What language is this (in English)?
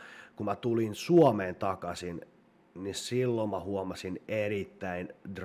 Finnish